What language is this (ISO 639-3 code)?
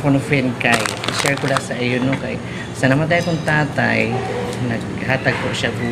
war